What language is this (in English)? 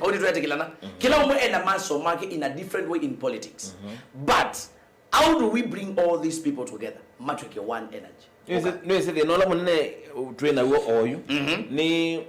Kamba